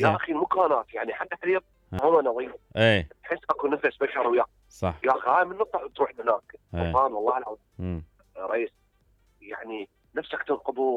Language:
Mesopotamian Arabic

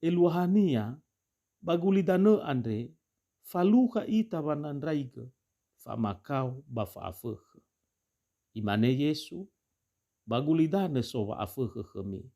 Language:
Nias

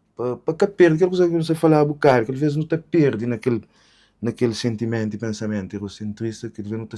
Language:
Kabuverdianu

